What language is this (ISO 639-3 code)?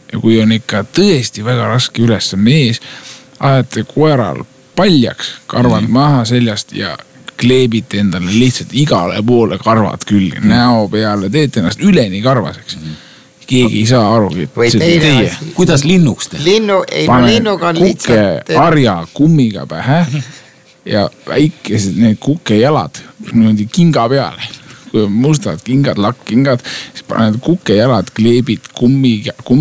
est